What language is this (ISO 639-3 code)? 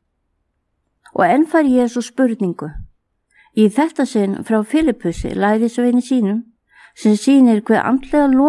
isl